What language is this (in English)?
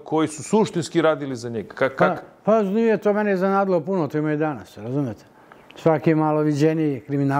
Serbian